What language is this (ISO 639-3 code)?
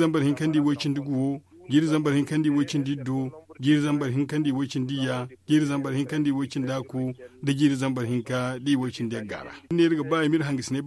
dje